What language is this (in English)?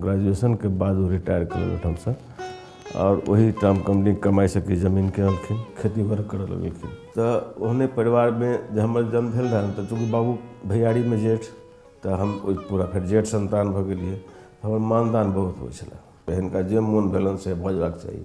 Maithili